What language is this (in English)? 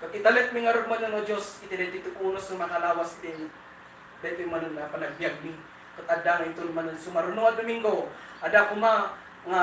Iloko